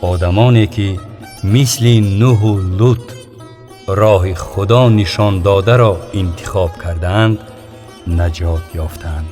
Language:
Tajik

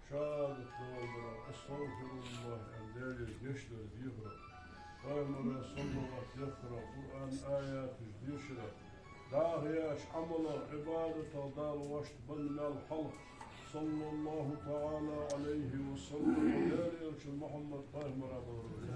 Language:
Ingush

